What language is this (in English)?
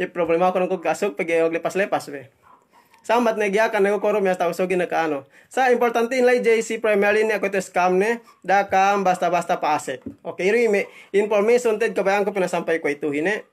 Yakan